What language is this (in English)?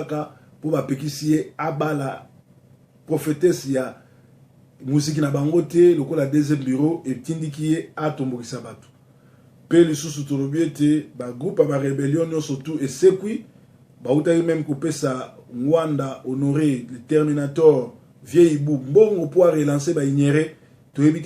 Lingala